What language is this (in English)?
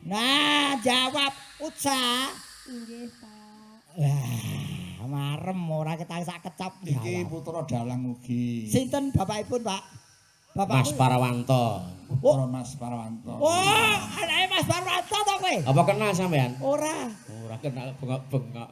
Javanese